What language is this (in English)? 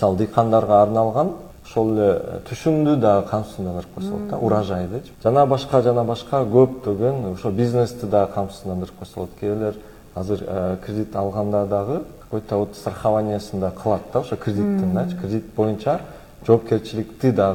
Kyrgyz